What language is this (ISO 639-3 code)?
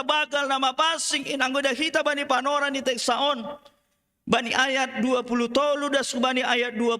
bts